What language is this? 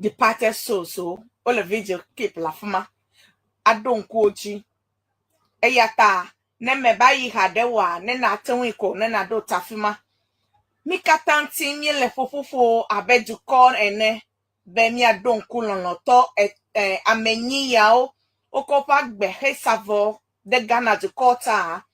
Ewe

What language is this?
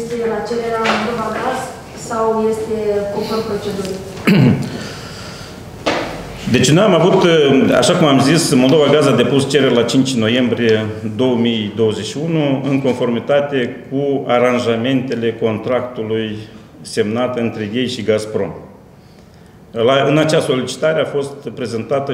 Romanian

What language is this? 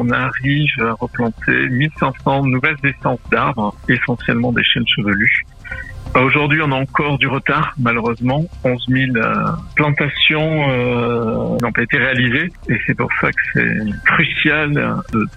French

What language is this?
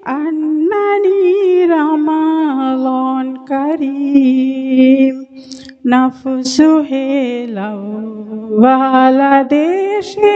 Divehi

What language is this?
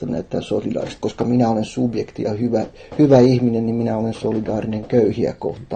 Finnish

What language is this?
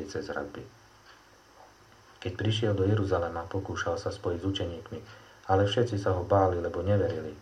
Slovak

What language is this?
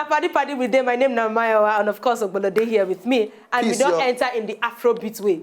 Nigerian Pidgin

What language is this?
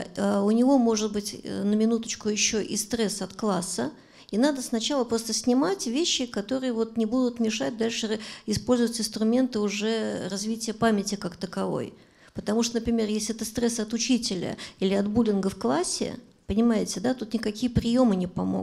Russian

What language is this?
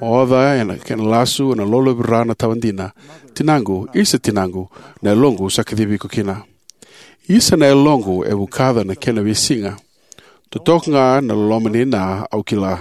Fijian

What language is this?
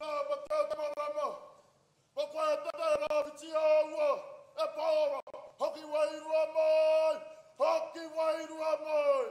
Māori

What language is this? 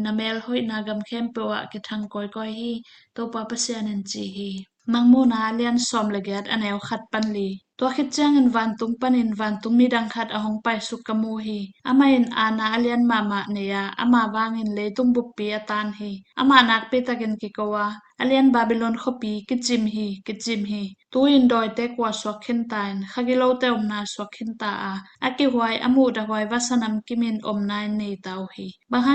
Tedim Chin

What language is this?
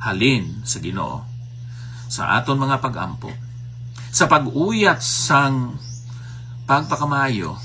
Hiligaynon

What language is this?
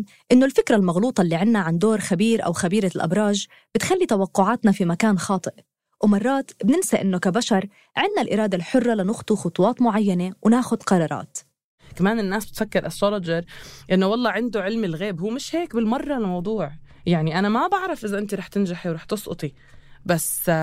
North Levantine Arabic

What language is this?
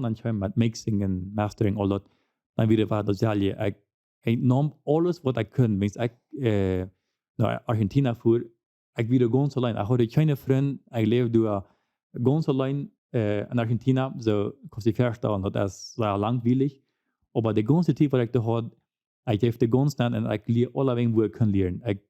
Plautdietsch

